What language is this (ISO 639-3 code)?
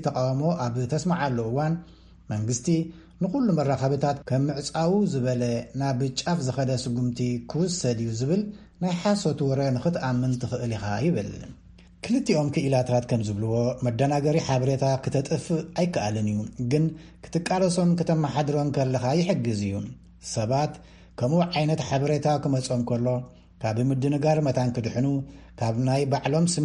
tir